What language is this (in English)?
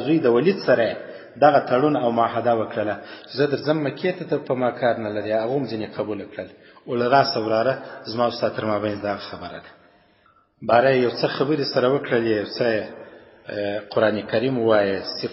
Pashto